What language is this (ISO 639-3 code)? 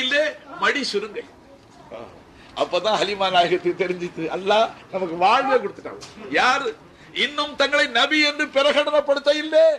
tam